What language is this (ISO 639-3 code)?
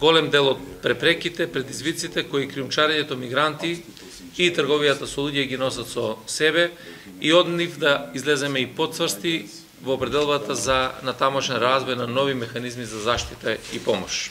mkd